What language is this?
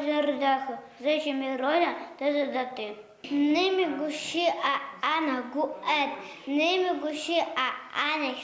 Adyghe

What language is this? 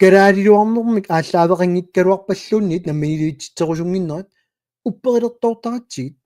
Kalaallisut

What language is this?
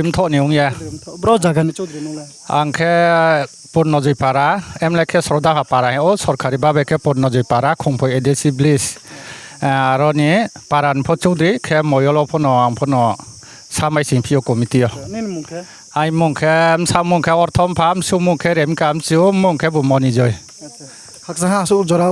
Riang (India)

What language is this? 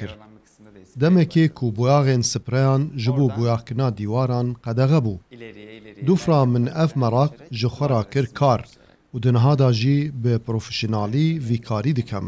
Kurdish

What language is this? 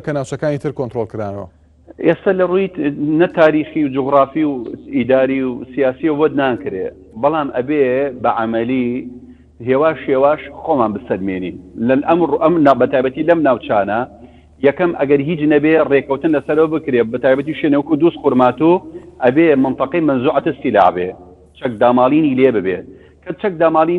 Central Kurdish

